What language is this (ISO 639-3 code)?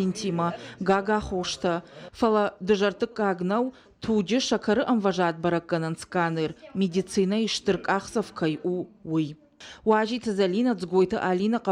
oss